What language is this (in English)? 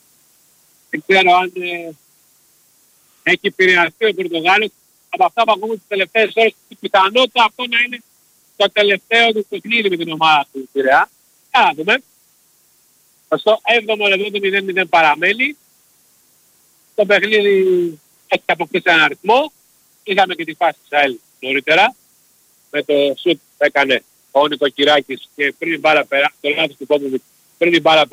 Greek